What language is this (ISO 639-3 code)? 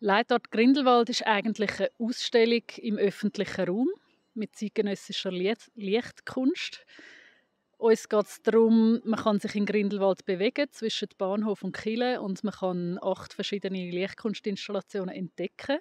gsw